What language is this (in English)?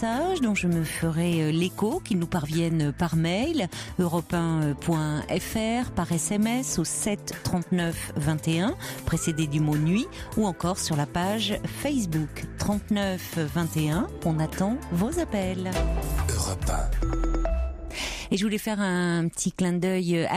French